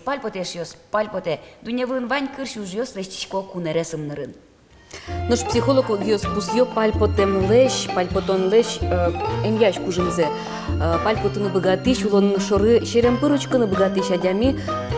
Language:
Udmurt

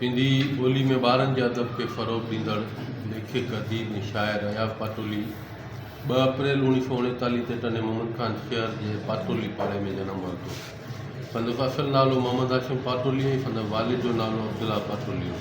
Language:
Sindhi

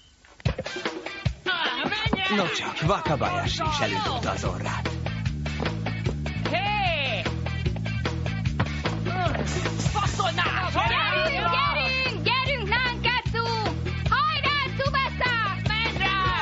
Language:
Hungarian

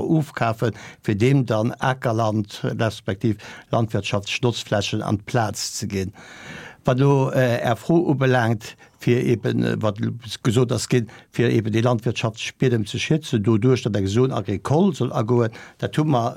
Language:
Luxembourgish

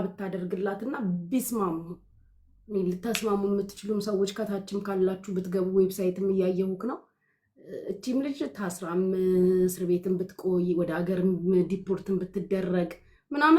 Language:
Amharic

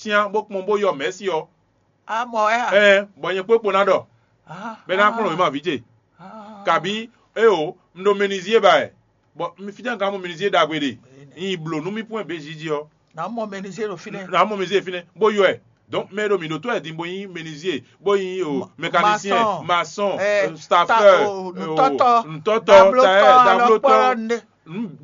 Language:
Fon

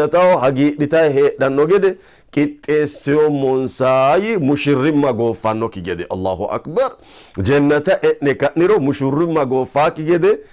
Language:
Sidamo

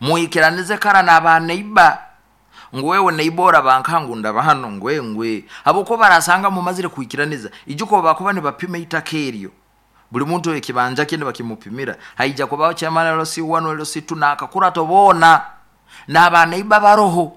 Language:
Nyoro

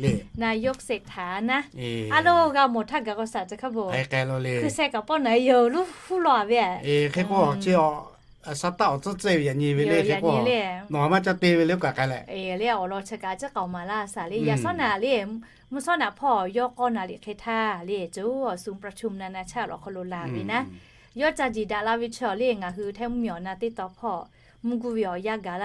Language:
Lahu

